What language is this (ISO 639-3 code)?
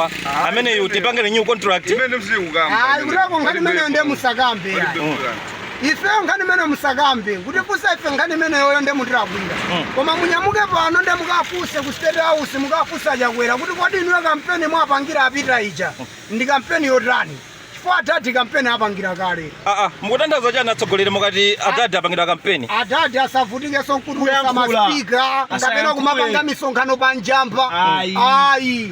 nya